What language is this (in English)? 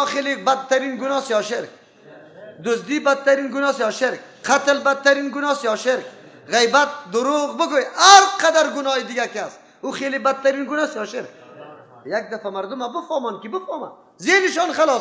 Persian